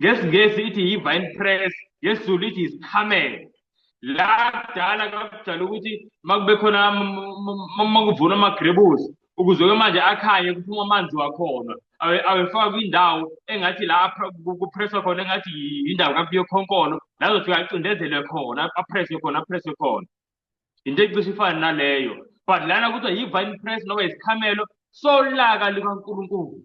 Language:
Zulu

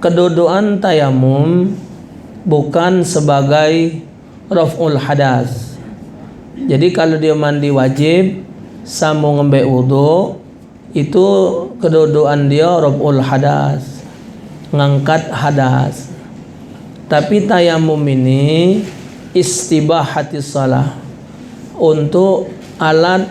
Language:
Musi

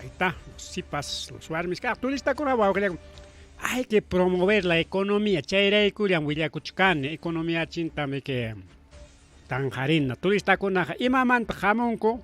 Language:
Ayacucho Quechua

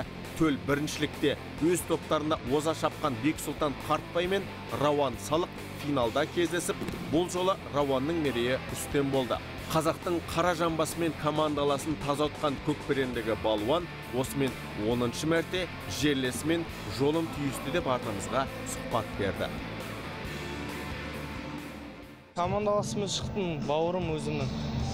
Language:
Kazakh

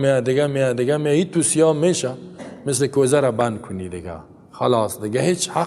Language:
Persian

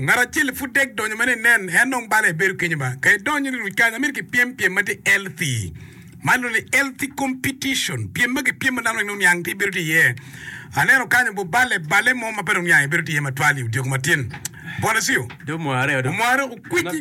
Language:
Acoli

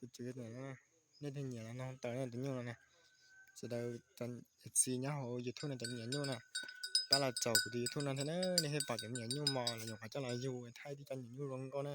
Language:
Hmong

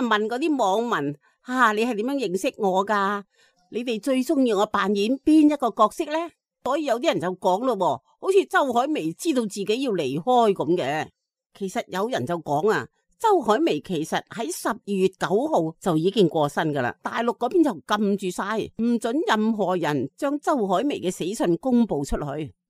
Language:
Cantonese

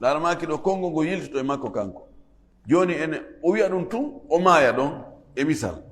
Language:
Fula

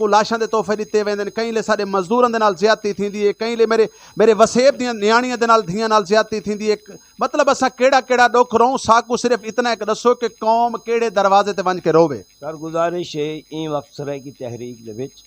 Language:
Saraiki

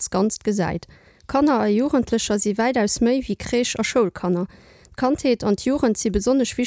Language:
Luxembourgish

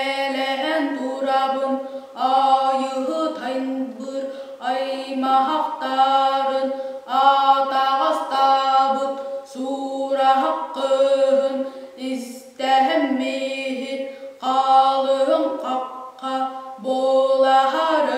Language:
Yakut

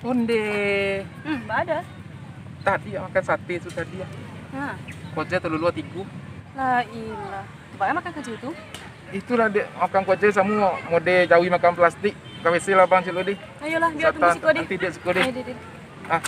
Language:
Minangkabau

